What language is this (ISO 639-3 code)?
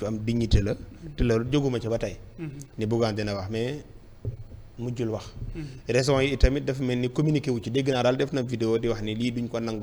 wol